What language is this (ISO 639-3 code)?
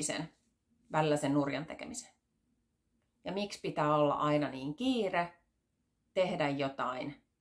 fin